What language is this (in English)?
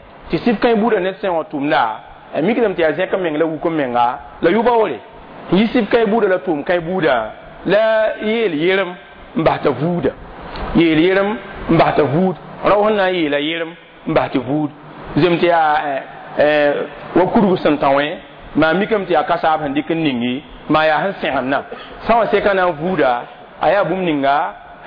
Mossi